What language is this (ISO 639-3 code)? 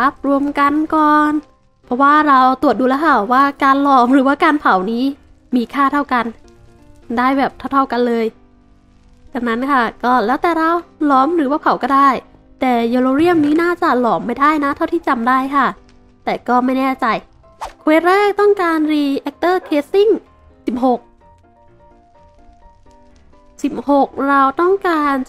tha